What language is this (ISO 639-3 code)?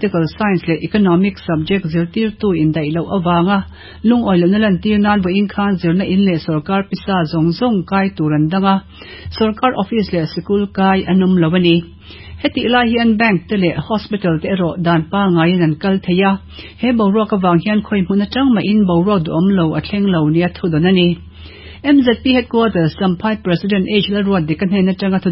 lus